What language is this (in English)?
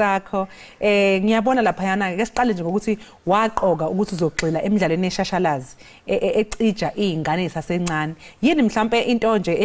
Zulu